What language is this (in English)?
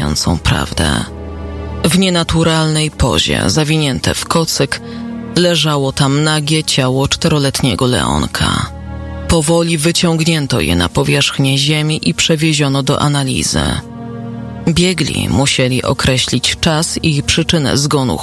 Polish